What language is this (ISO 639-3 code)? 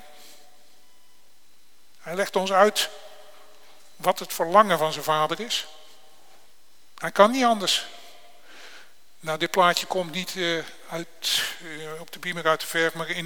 nld